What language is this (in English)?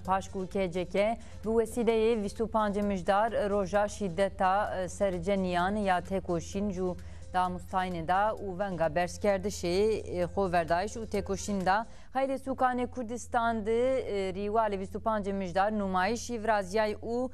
Zaza